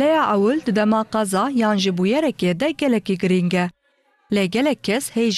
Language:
Kurdish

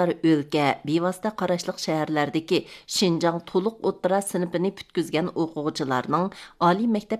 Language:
Uyghur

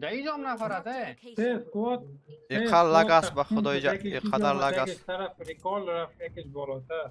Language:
Persian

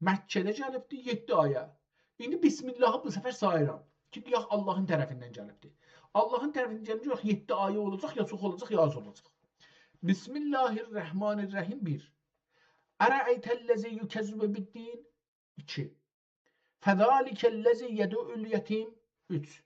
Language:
South Azerbaijani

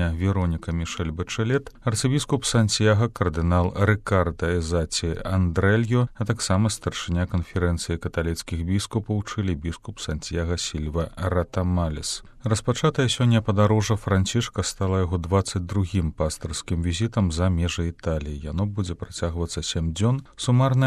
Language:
Belarusian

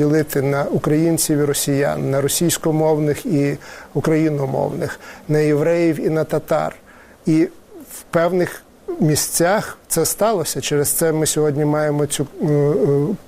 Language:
Ukrainian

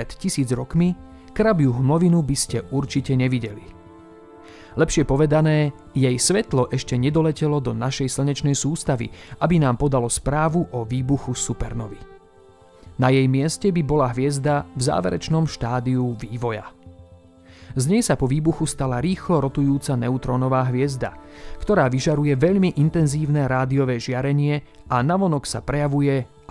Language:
Slovak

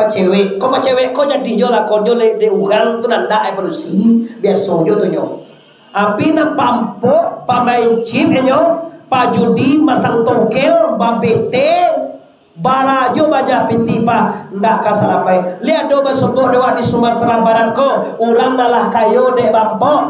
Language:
Minangkabau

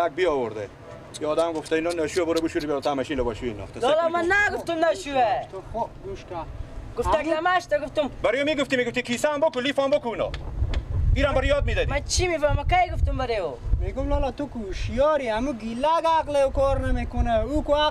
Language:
Persian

